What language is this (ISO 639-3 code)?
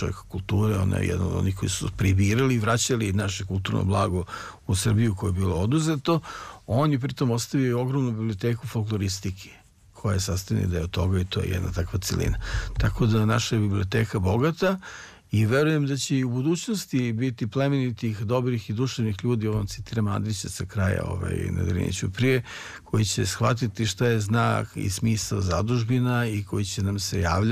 srp